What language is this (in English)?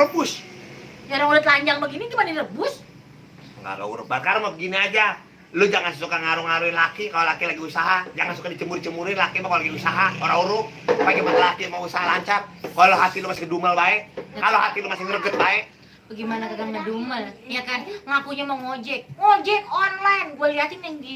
Betawi